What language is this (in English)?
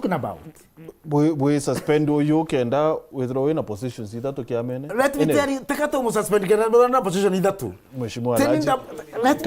Meru